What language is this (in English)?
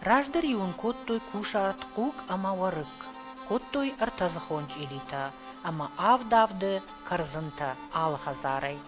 Ossetic